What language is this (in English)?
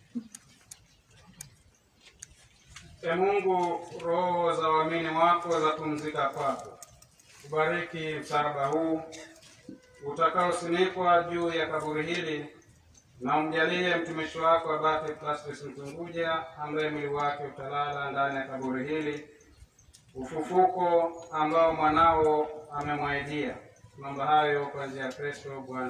Swahili